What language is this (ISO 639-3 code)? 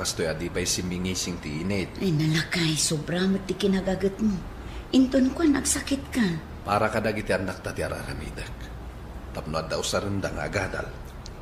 ilo